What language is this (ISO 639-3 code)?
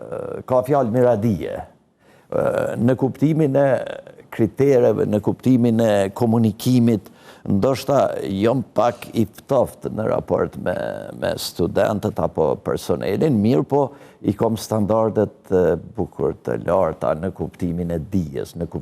sqi